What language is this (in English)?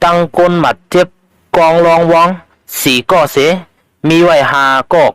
Shan